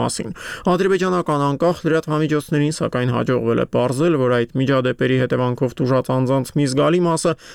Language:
Armenian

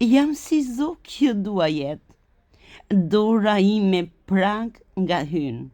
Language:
Albanian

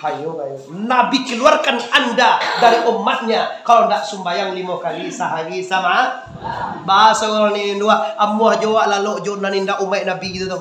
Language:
Minangkabau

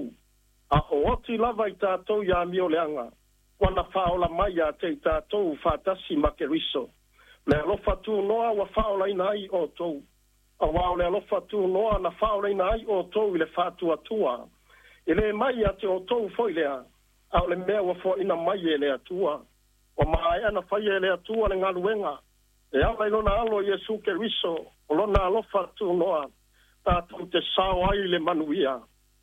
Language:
Samoan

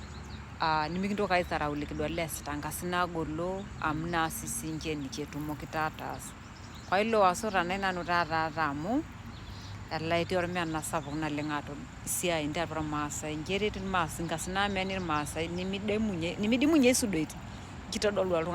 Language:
Masai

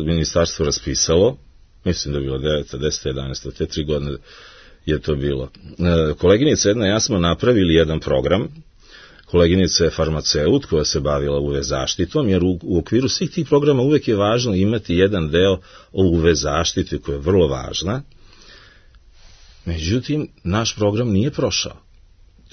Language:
Serbian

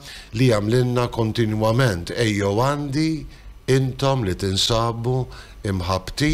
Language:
Maltese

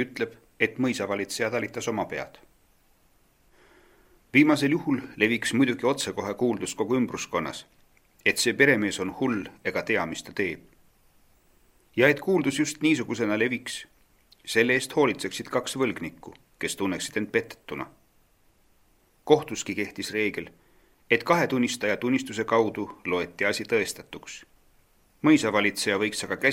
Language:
Estonian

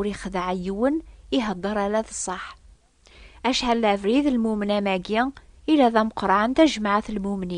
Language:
Kabyle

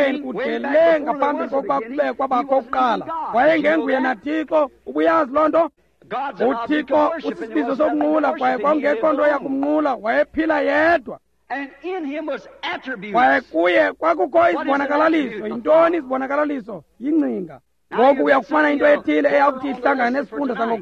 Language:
Xhosa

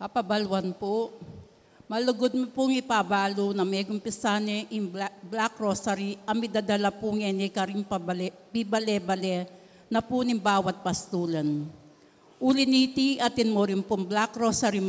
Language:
Pampanga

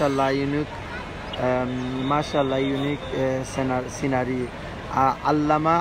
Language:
Sylheti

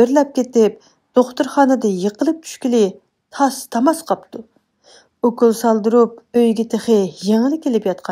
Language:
Uyghur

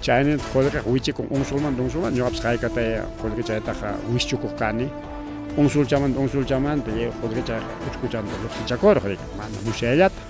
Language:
Ayacucho Quechua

